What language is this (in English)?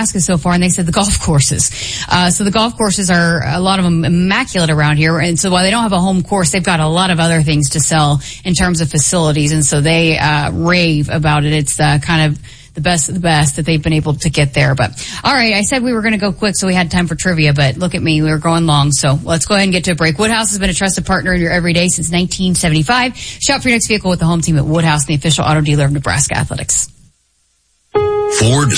English